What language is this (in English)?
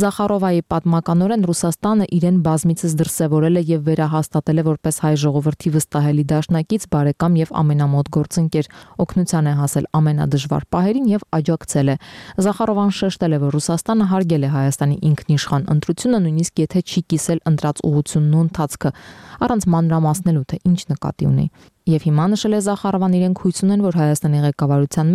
Armenian